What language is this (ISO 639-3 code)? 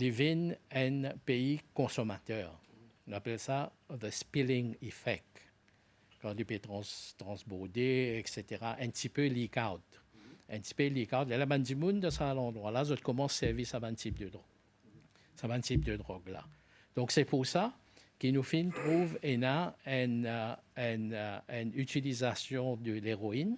mfe